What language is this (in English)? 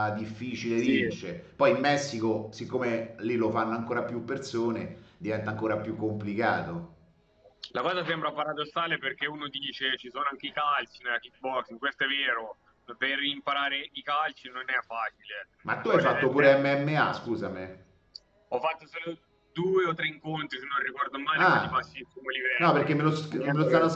Italian